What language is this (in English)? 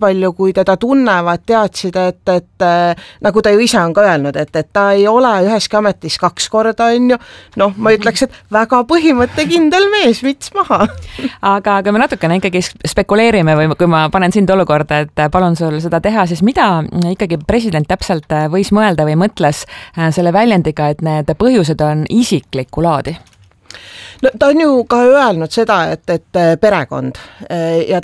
Estonian